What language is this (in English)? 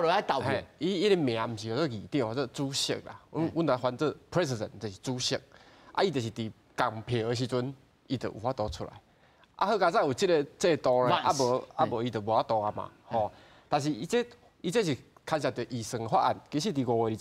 Min Nan Chinese